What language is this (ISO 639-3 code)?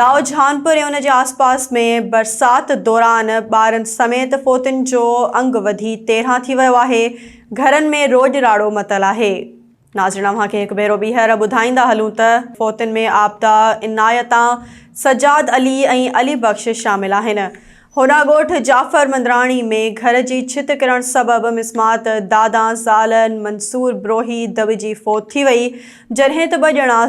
snd